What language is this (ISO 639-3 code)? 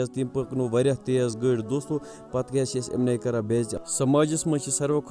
kas